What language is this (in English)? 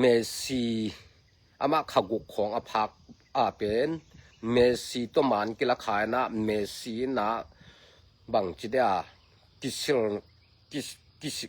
Tedim Chin